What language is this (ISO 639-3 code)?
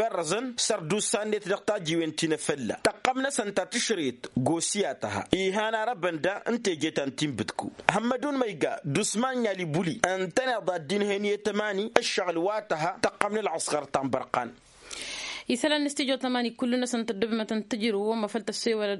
taq